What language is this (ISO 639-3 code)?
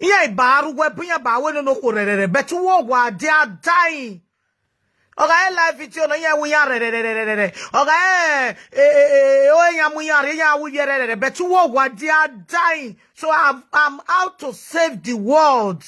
pcm